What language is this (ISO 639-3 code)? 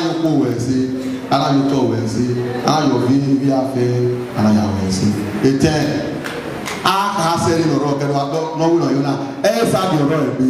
bin